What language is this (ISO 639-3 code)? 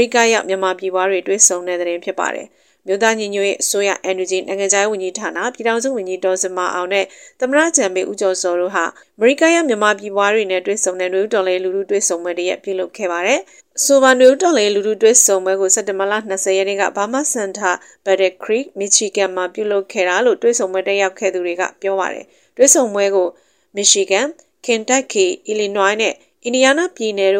mya